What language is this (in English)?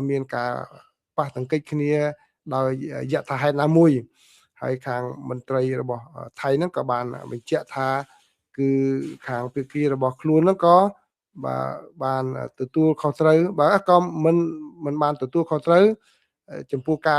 Khmer